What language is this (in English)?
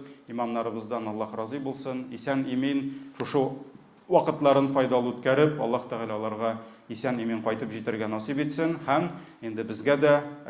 Tatar